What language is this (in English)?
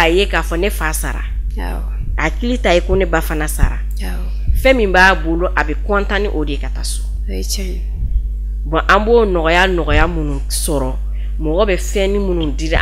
Bambara